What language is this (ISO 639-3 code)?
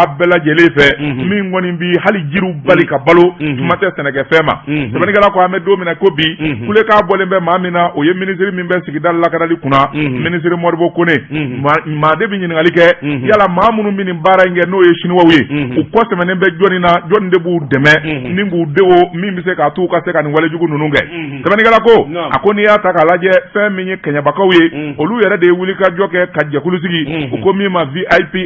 bam